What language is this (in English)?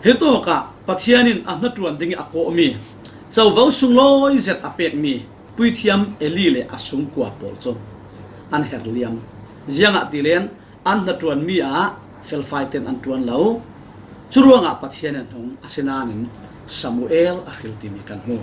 Falam Chin